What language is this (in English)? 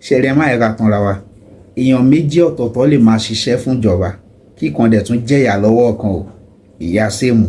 Yoruba